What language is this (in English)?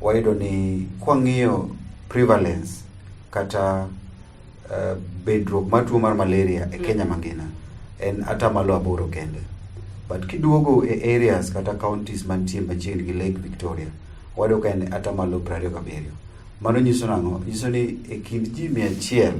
Luo (Kenya and Tanzania)